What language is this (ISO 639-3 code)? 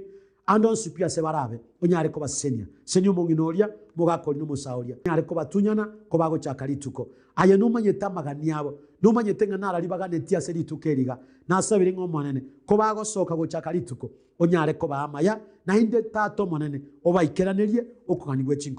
guz